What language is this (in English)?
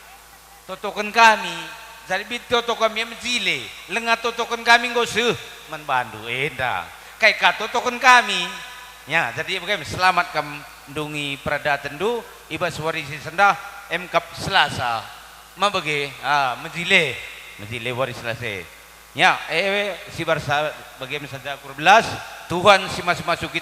Batak Karo